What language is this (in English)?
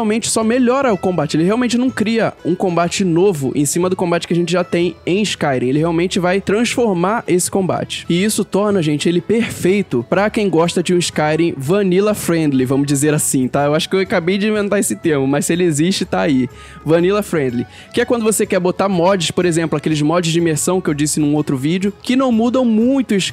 Portuguese